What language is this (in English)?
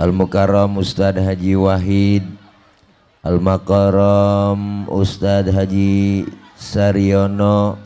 Betawi